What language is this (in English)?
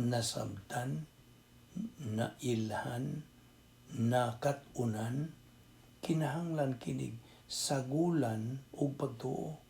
Cebuano